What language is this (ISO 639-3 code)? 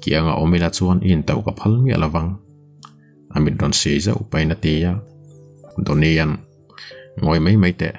lus